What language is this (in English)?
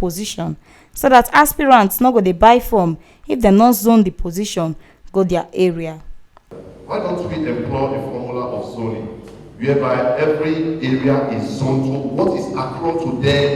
Nigerian Pidgin